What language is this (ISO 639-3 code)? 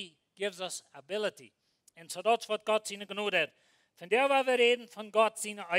pdt